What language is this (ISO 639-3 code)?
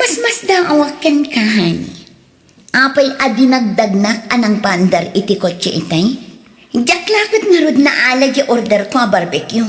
ilo